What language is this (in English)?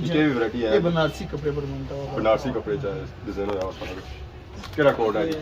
Pahari-Potwari